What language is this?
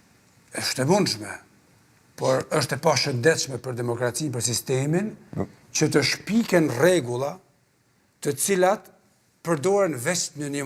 Albanian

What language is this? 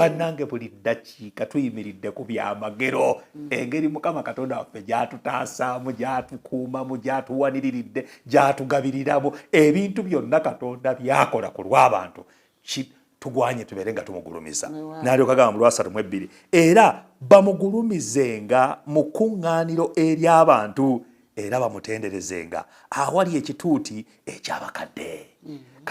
Ganda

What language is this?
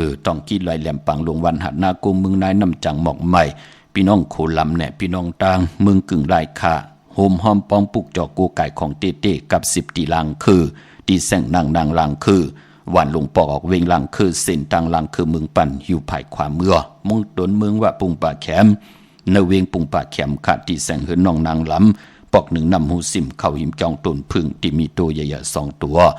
Shan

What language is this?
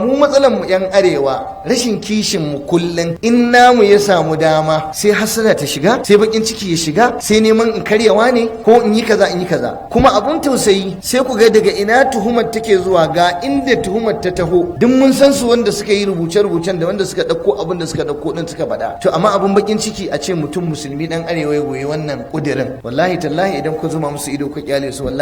Hausa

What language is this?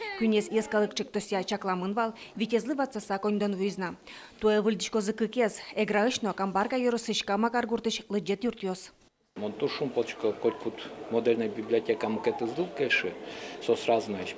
Udmurt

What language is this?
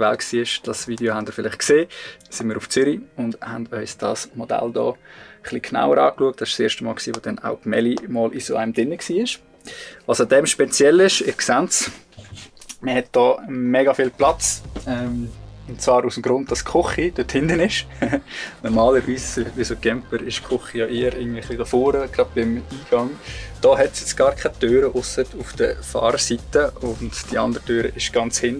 Swiss German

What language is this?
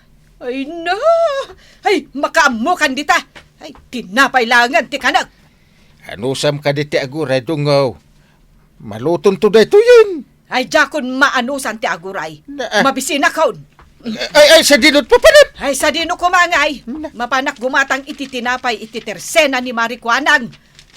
Iloko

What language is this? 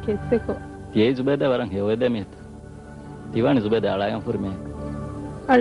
Divehi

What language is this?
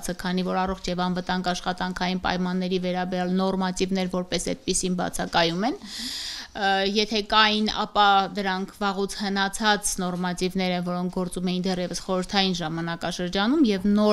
Armenian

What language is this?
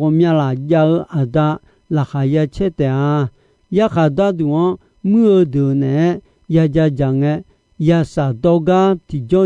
Akha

